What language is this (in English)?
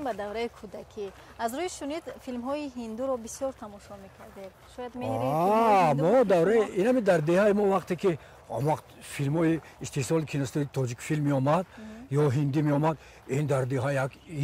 Tajik